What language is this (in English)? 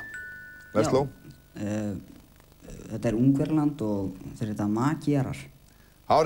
Icelandic